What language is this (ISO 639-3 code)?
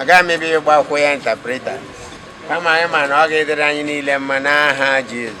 ibo